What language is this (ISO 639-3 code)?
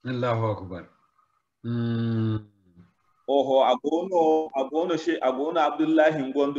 dje